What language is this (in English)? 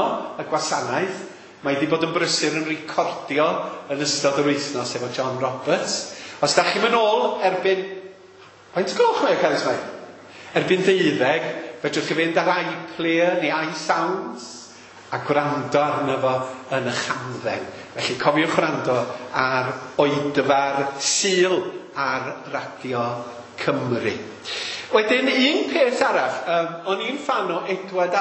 Welsh